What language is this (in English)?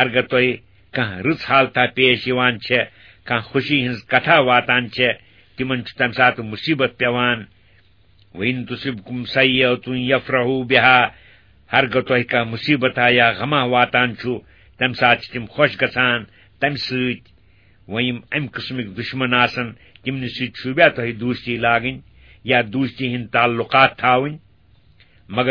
Kashmiri